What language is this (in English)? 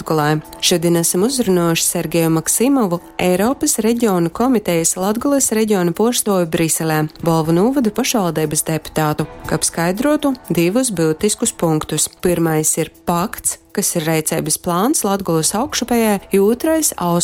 Latgalian